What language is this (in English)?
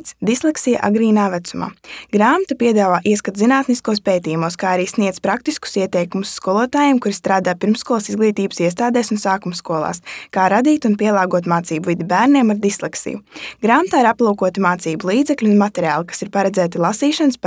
Latvian